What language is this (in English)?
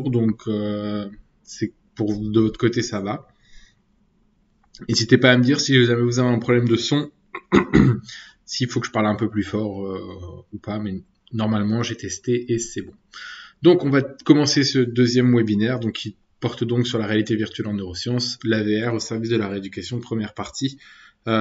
French